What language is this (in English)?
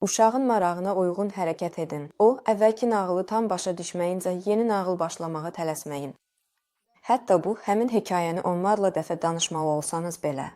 Azerbaijani